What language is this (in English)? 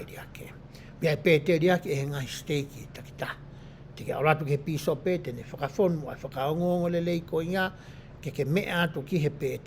Tongan